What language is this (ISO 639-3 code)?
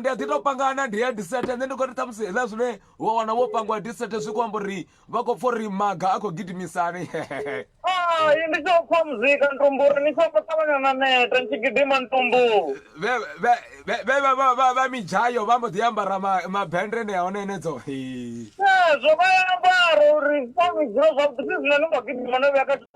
ven